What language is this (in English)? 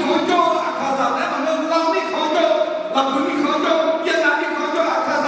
Akha